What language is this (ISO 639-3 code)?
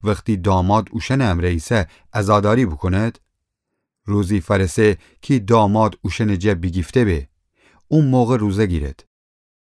glk